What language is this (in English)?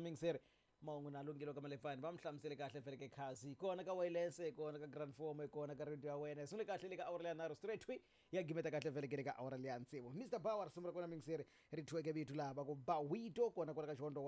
Tsonga